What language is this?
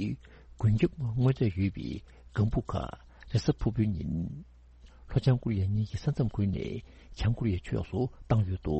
Tibetan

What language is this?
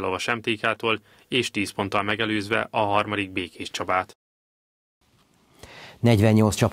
Hungarian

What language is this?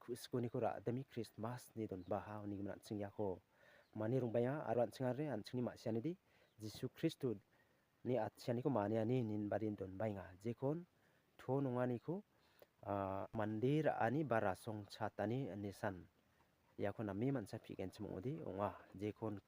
Garo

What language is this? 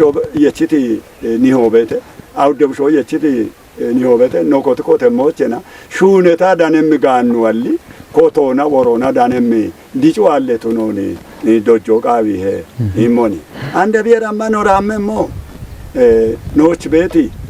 Kafa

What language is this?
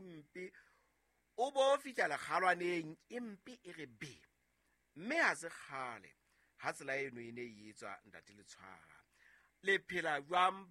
Southern Sotho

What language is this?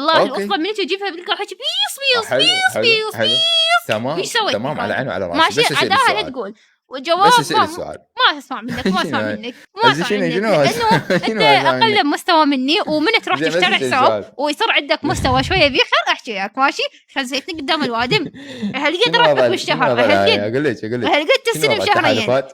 Mesopotamian Arabic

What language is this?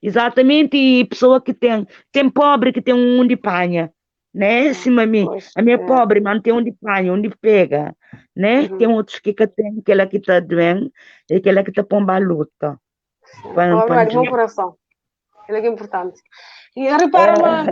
Kabuverdianu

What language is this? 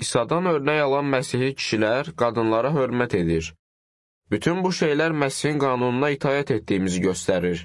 Azerbaijani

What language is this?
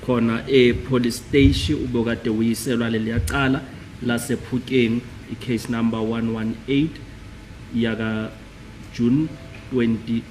Zulu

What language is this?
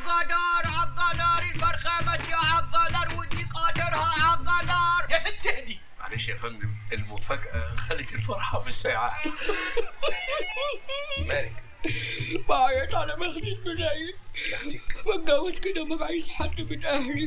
Egyptian Arabic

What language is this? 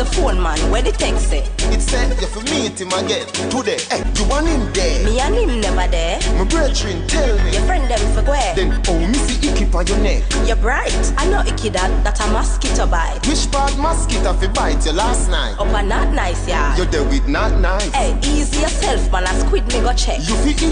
Jamaican Creole English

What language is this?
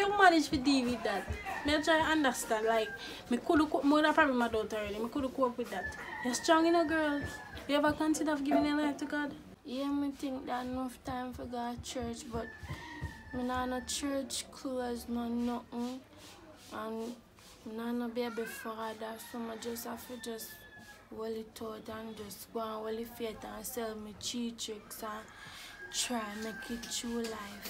Jamaican Creole English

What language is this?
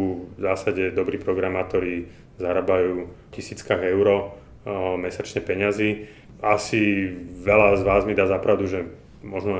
Slovak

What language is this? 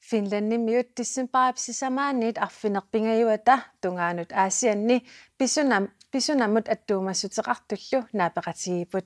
Kalaallisut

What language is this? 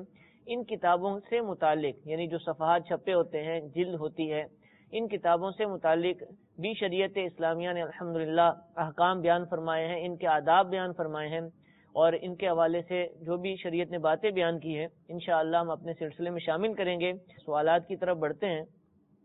Urdu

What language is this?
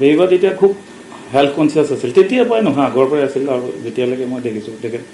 Assamese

